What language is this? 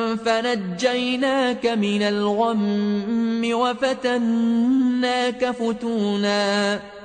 Arabic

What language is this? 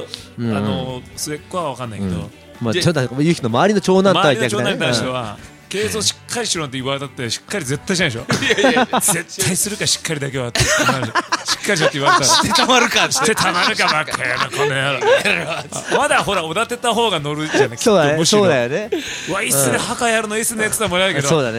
Japanese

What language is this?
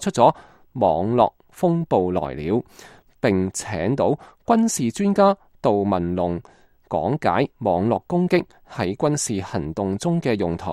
Cantonese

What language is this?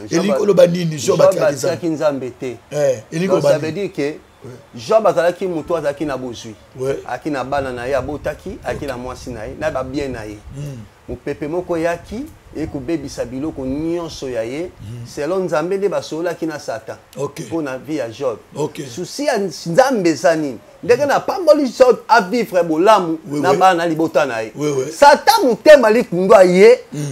Lingala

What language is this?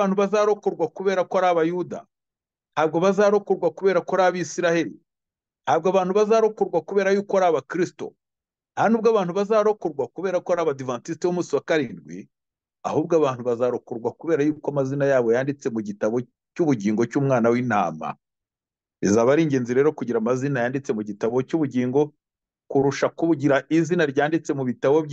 Kinyarwanda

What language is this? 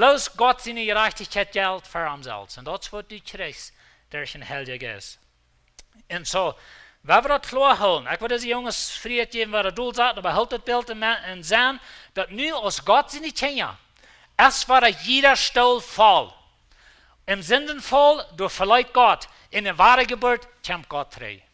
Plautdietsch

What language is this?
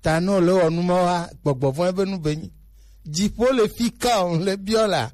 Gen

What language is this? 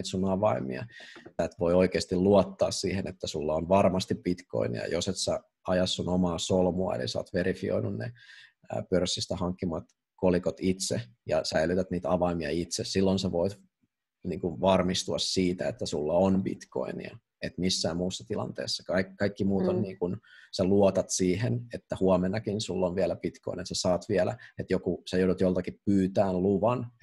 Finnish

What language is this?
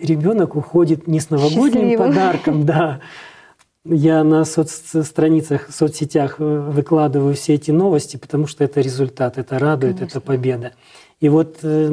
Russian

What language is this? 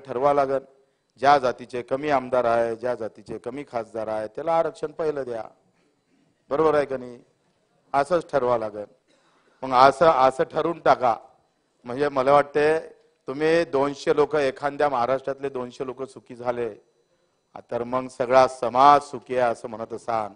Marathi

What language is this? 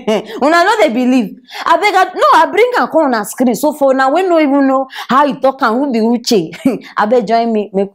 Nigerian Pidgin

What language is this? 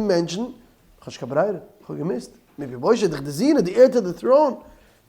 Yiddish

